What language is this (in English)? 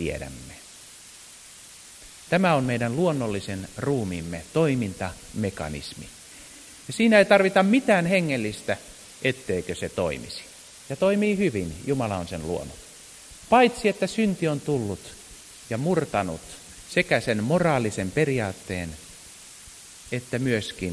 Finnish